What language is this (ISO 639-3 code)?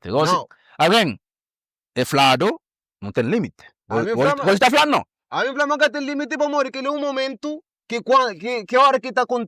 kea